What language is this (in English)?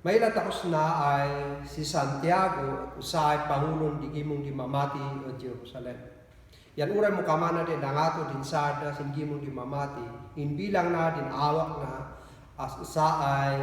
Kankanaey